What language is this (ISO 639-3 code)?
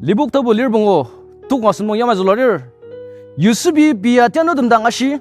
njo